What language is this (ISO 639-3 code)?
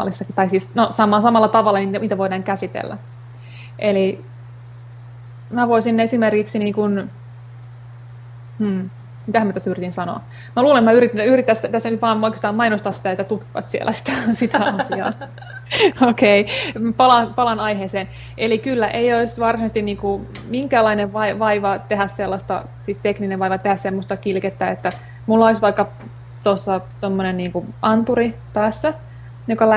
fin